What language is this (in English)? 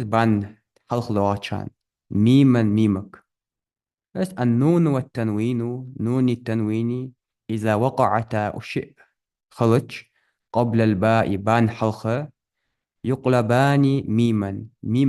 Ingush